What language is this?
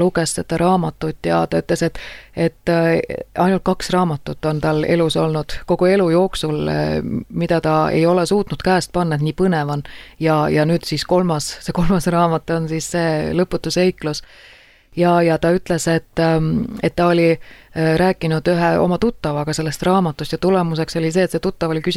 Estonian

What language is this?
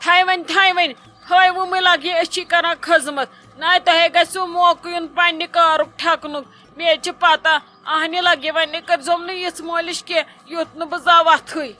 Kashmiri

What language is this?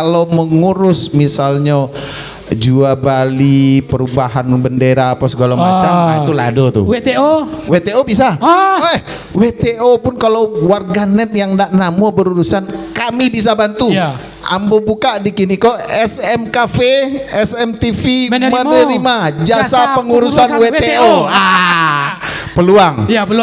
Minangkabau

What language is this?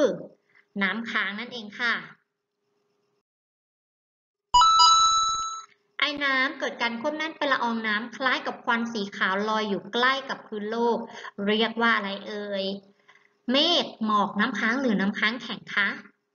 Thai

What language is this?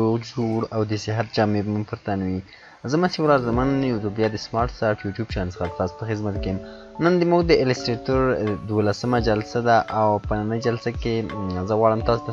Pashto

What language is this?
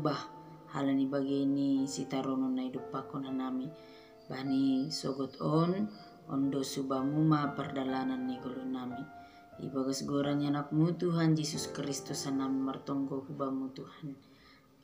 Batak Simalungun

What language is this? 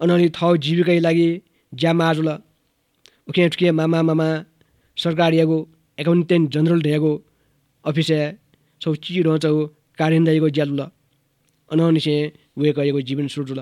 Newari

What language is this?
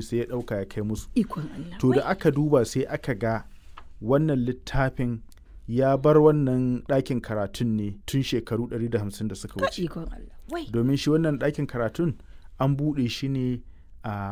Hausa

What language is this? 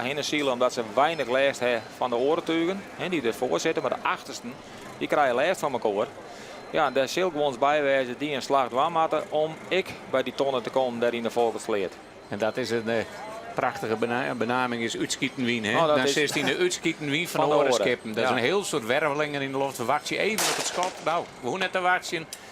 Western Frisian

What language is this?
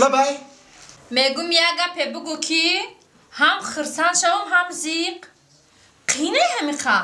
Tajik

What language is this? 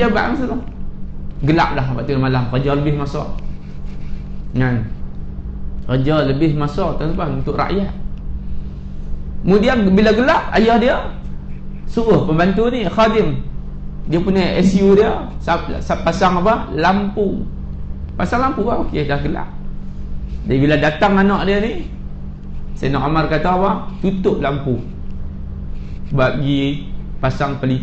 Malay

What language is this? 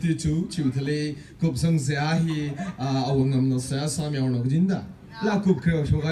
Tangkhul Naga (India)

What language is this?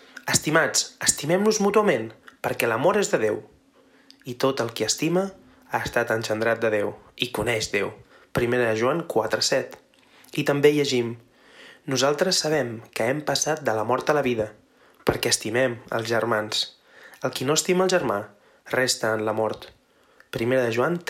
Catalan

